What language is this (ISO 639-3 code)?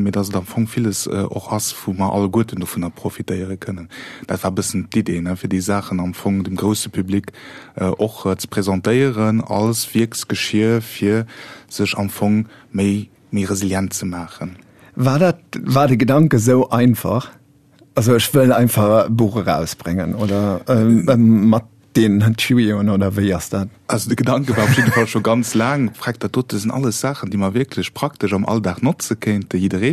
ltz